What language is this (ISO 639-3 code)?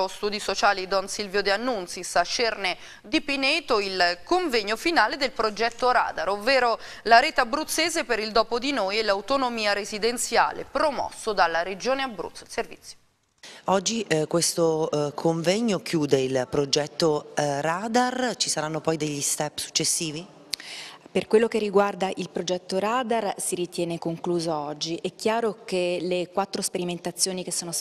ita